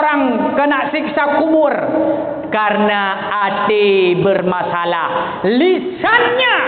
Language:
Achinese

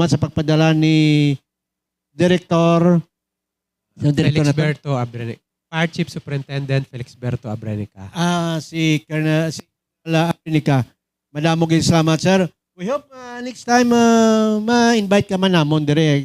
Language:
Hiligaynon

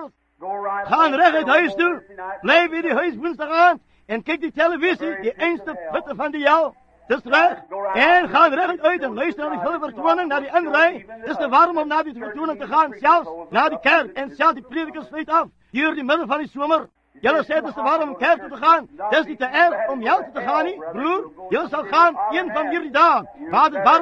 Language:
Afrikaans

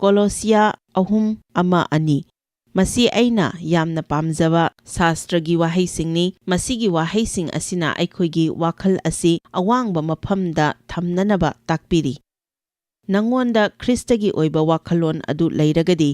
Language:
Manipuri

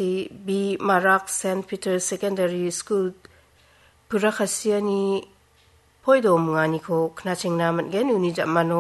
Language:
Garo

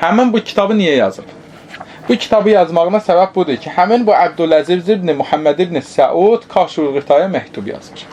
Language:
Azerbaijani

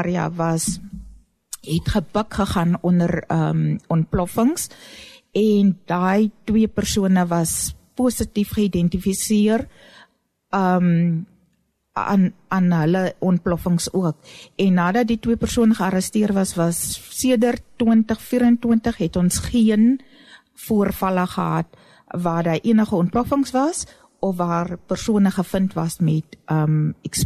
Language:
Afrikaans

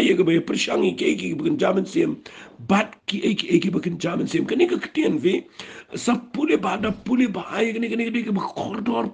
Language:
Khasi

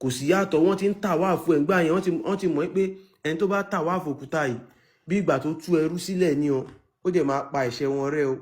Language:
Yoruba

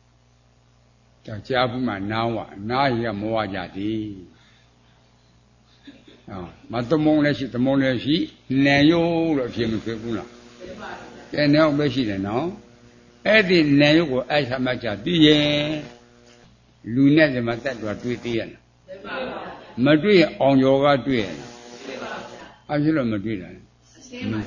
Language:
Burmese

